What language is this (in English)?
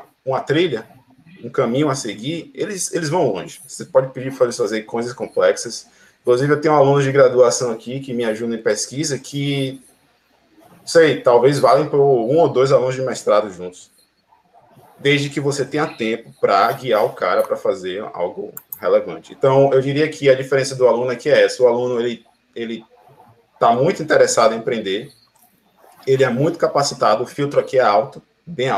Portuguese